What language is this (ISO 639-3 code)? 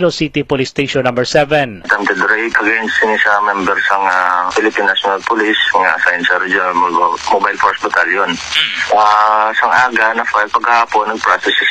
hil